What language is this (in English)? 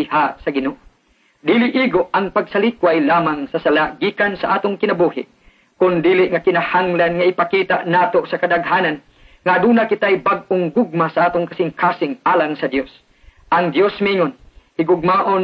Cebuano